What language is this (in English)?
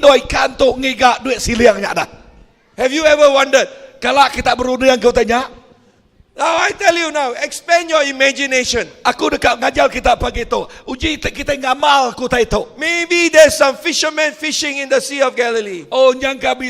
Iban